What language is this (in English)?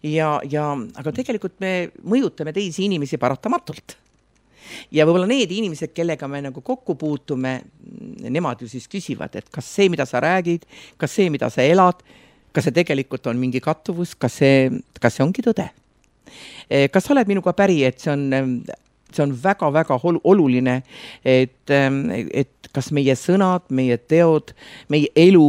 Estonian